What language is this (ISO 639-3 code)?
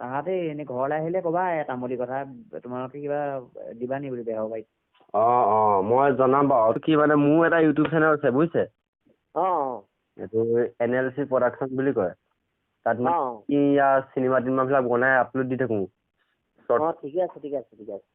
asm